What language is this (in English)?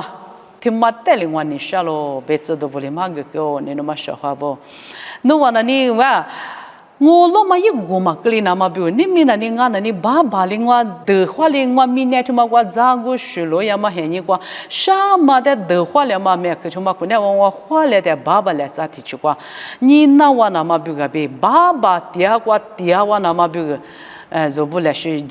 Lisu